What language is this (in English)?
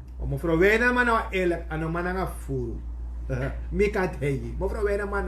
Sranan Tongo